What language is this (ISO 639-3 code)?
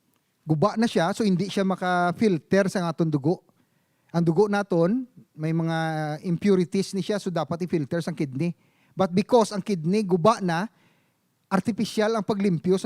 hil